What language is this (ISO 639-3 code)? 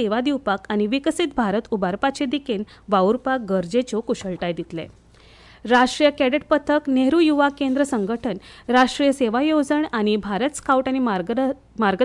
kok